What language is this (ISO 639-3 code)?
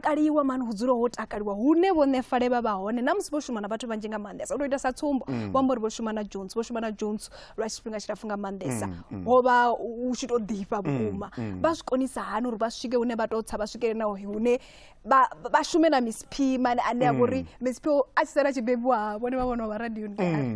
ven